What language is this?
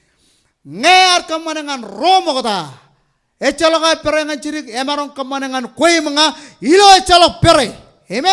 Marshallese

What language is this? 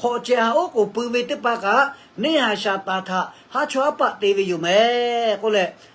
Lahu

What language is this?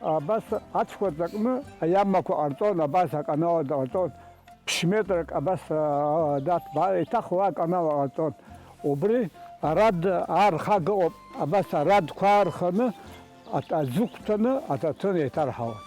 Abkhazian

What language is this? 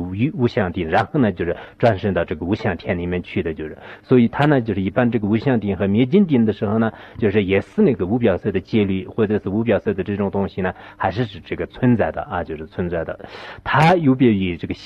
Chinese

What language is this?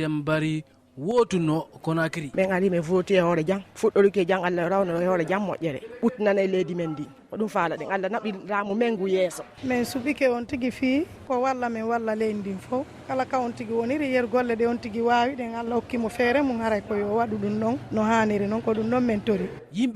Fula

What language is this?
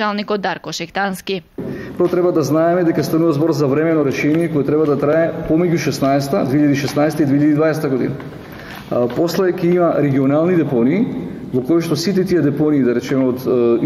Macedonian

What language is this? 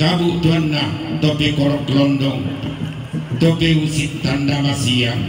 Toraja-Sa'dan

